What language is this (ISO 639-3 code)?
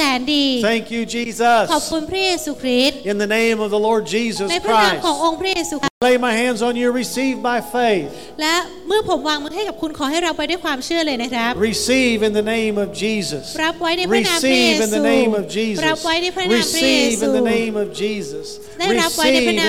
tha